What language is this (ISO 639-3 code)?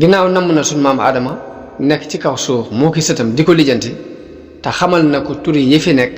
wol